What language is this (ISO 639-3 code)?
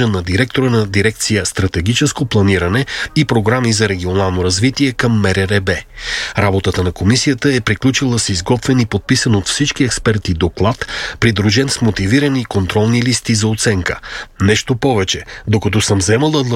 bul